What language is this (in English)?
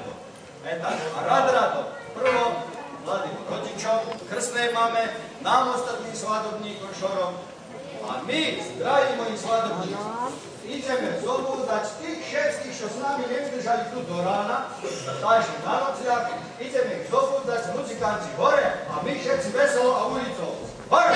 Slovak